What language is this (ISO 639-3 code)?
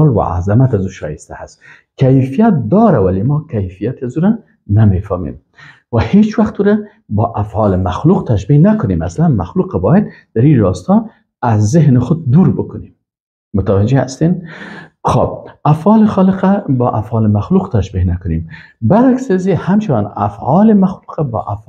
fas